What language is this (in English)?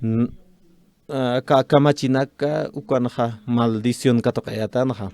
Aymara